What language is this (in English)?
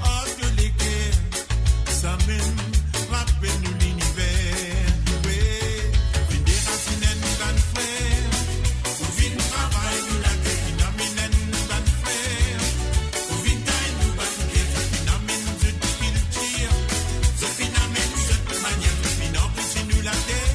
Morisyen